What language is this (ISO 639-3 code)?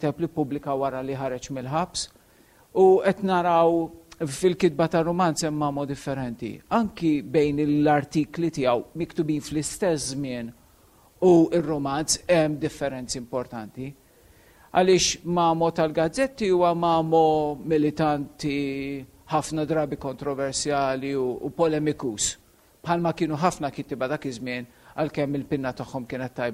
mlt